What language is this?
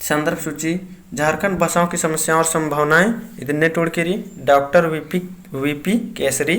Kurukh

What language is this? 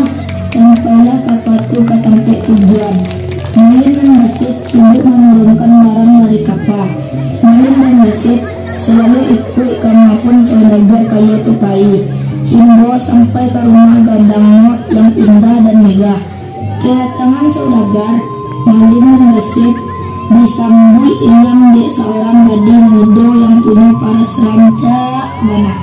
Minangkabau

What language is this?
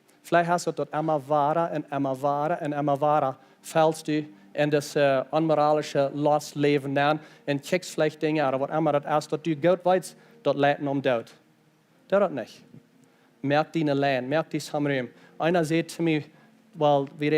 Plautdietsch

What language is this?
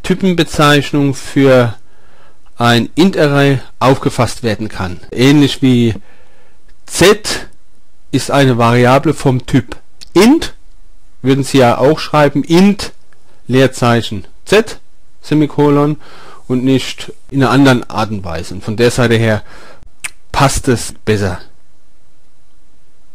German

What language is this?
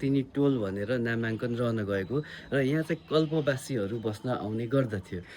Nepali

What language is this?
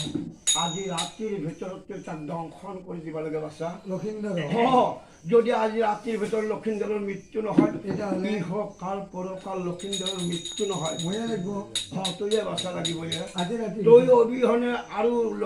Assamese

